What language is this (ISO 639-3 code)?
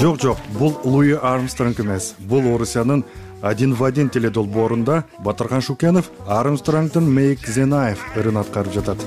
kir